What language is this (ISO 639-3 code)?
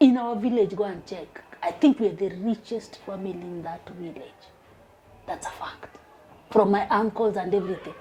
luo